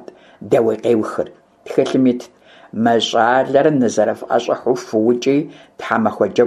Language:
Kabardian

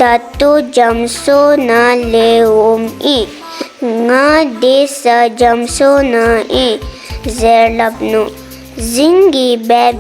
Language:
Dzongkha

